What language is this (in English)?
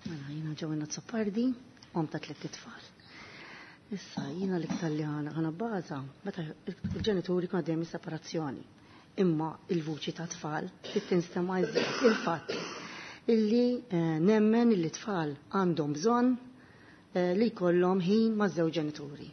Maltese